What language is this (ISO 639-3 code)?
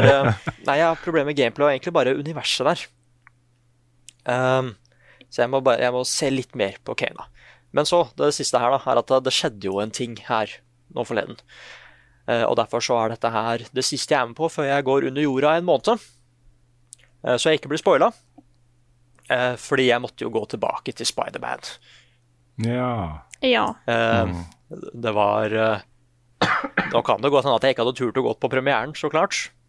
nor